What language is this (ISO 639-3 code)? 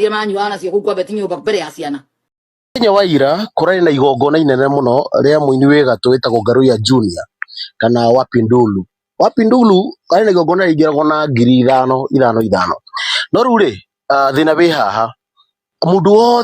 kik